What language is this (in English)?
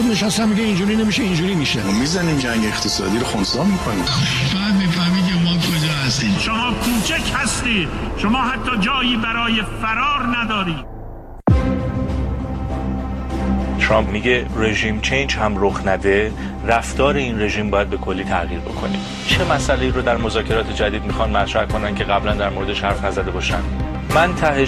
Persian